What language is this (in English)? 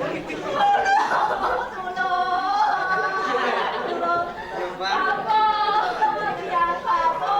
Balinese